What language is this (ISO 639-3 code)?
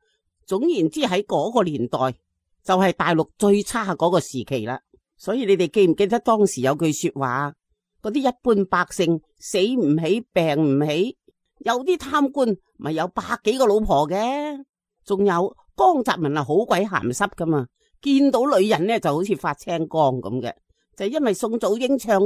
yue